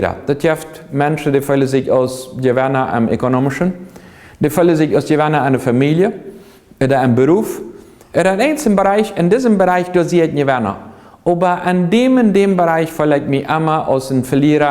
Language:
Plautdietsch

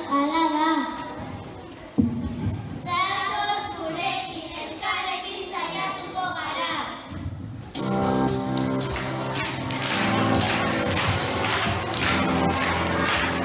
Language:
Basque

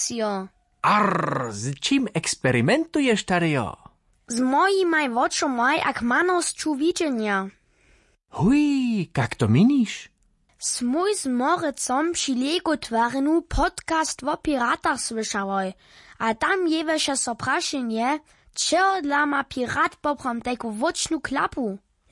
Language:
Upper Sorbian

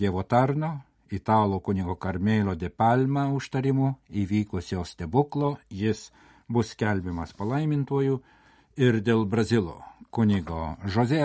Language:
Lithuanian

